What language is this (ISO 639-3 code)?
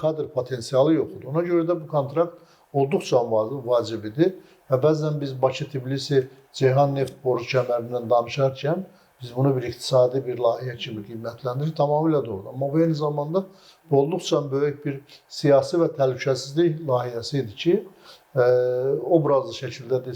aze